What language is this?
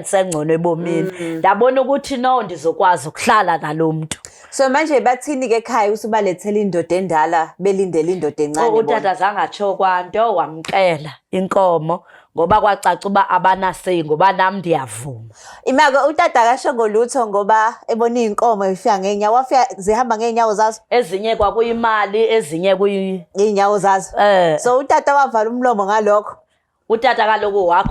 Zulu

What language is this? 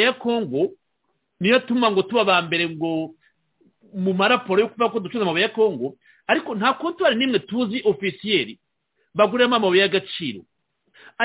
Kinyarwanda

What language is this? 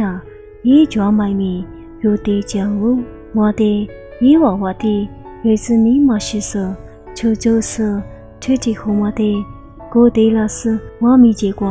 Lisu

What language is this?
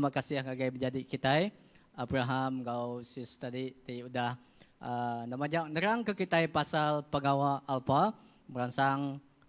Iban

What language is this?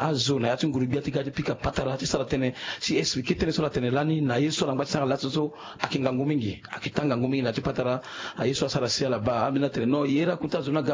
Sango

